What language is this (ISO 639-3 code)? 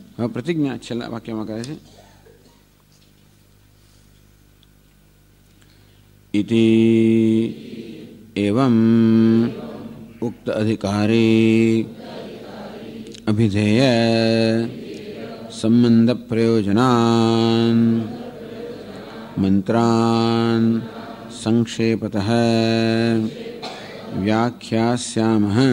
guj